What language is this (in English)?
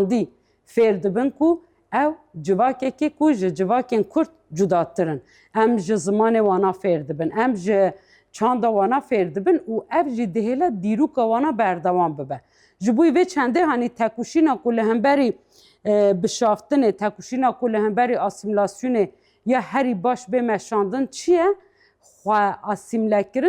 Kurdish